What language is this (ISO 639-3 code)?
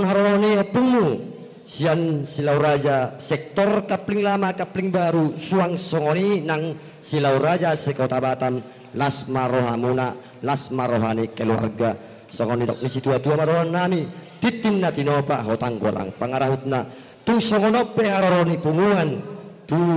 bbc